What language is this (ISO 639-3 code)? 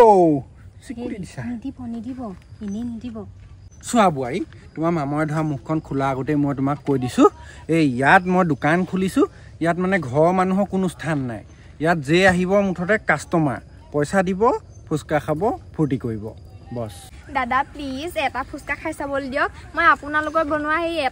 asm